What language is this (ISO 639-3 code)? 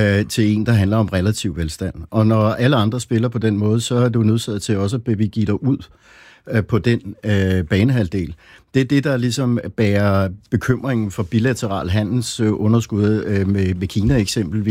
dan